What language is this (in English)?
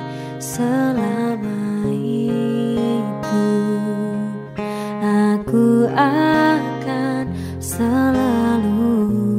Indonesian